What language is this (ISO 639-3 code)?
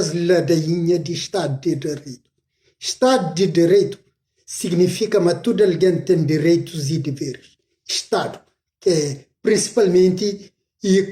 kea